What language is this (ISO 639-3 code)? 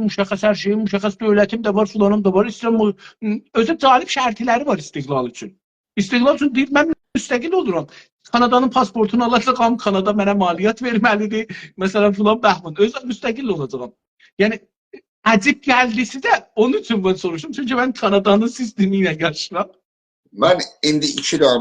azb